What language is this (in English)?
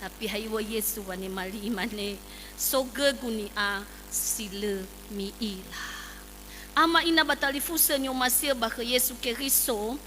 Nias